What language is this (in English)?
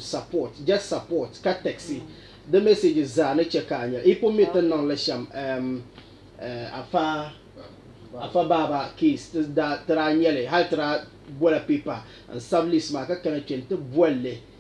Dagbani